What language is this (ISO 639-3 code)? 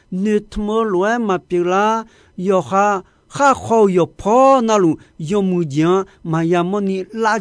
ahk